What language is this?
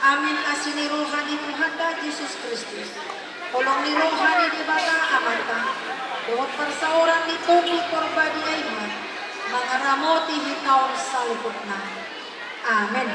Batak Toba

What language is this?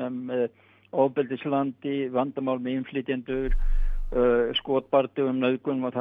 Icelandic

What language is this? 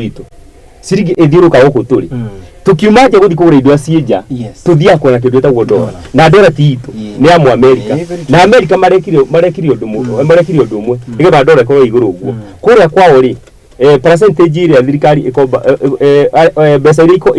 Kikuyu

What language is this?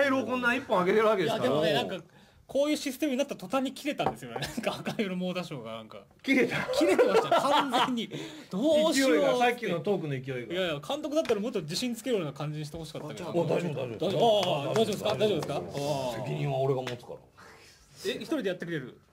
Japanese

